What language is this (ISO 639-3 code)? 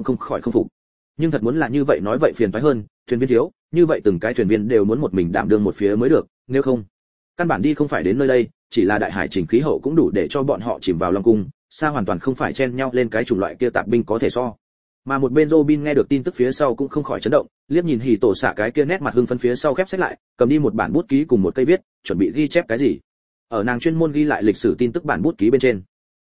vie